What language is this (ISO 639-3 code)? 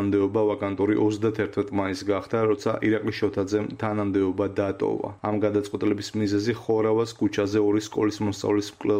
kat